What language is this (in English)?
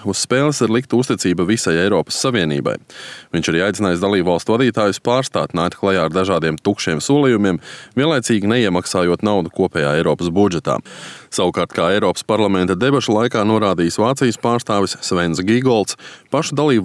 Latvian